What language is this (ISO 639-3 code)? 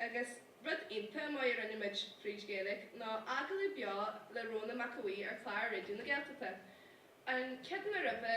gle